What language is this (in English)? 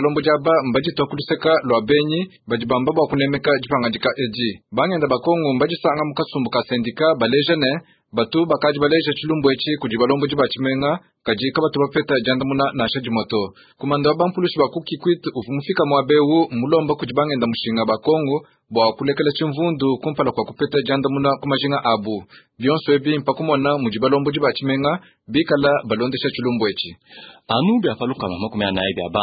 Luba-Lulua